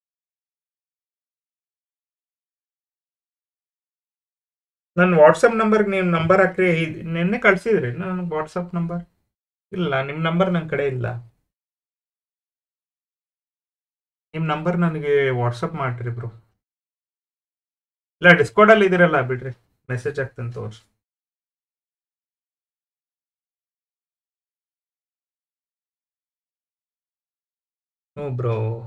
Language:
Kannada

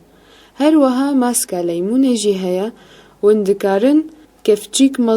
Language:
Kurdish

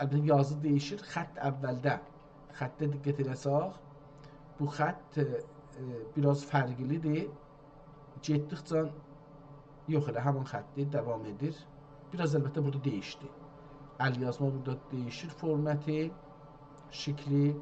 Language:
South Azerbaijani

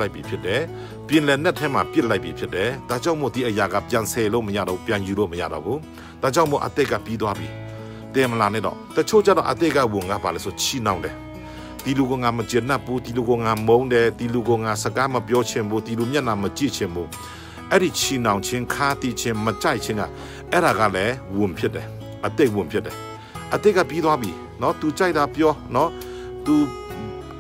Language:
Burmese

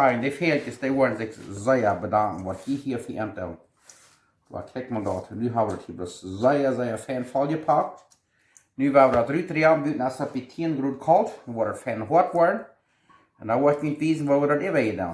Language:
Plautdietsch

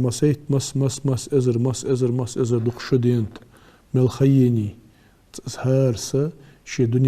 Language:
Ingush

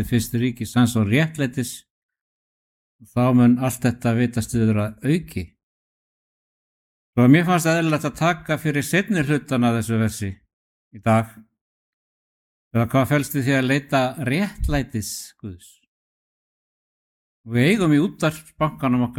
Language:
Icelandic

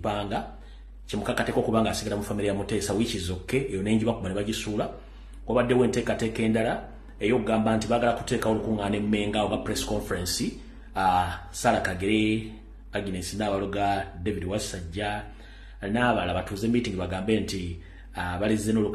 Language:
Ganda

